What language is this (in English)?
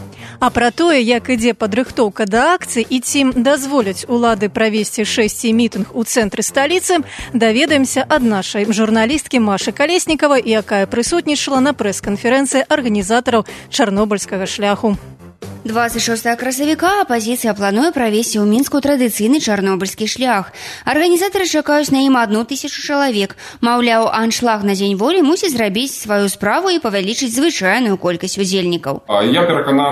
Belarusian